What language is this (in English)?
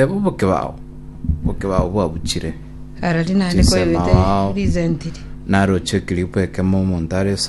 Gusii